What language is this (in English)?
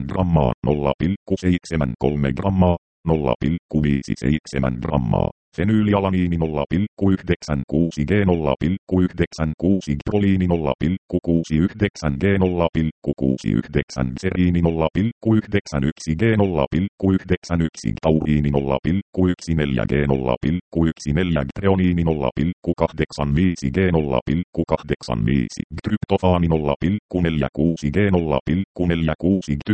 Finnish